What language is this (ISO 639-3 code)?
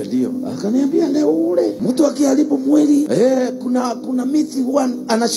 swa